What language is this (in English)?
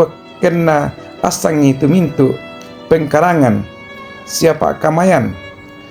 Toraja-Sa'dan